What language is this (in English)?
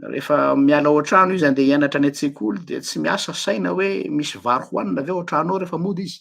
Malagasy